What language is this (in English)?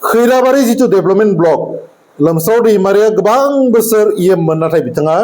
Bodo